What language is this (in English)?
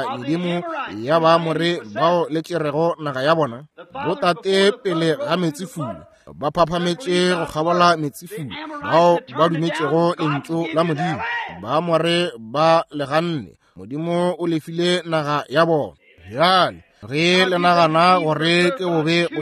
Northern Sotho